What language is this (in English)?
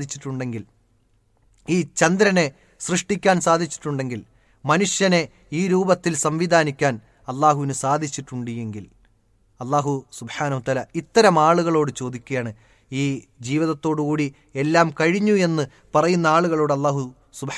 Malayalam